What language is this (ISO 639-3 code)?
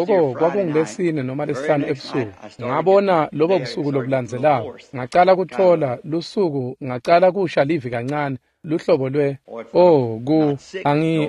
ssw